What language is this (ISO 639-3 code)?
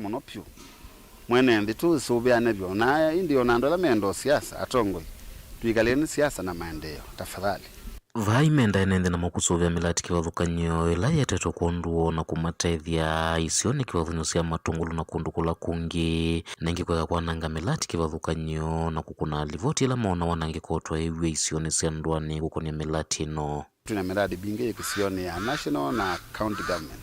kam